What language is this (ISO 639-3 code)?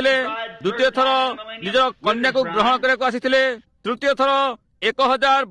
ori